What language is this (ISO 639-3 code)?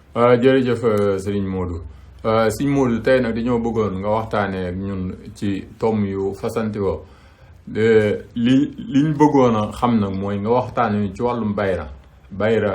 wol